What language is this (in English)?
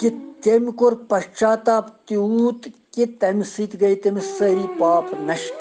Kashmiri